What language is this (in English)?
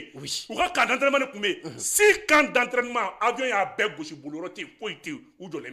Bambara